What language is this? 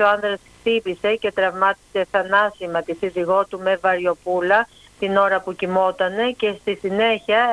Greek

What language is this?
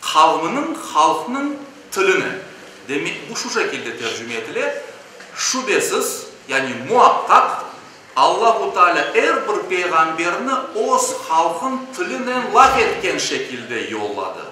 Crimean Tatar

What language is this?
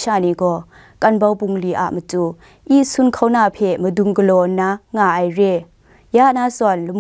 Kachin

